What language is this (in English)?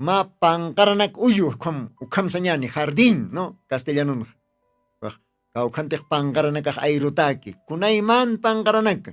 Aymara